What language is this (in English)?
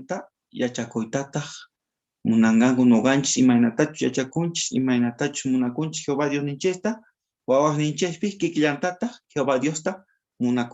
South Bolivian Quechua